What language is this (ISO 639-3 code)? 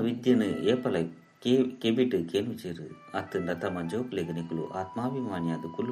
tcy